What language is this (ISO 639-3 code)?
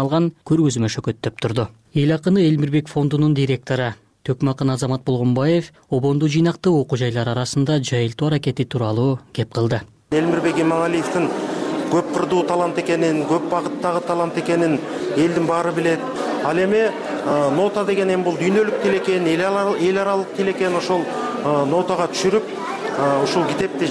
kir